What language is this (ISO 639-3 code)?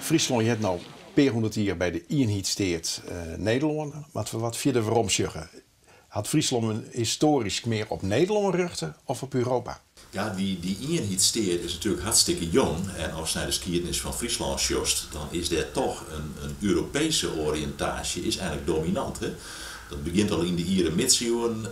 fry